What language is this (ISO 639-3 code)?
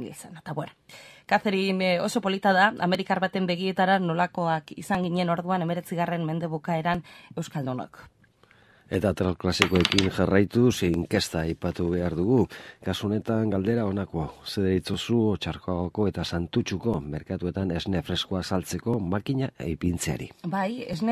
eus